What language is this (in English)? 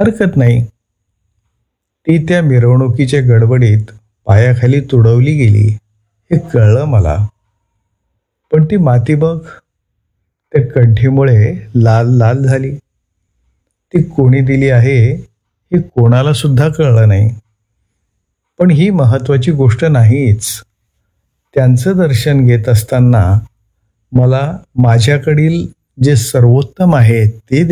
Marathi